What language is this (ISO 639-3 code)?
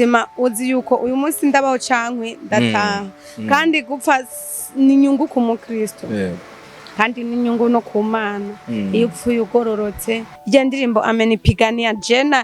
run